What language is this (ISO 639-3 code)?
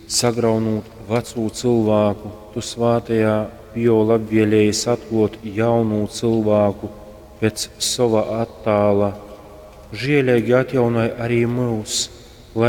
ltg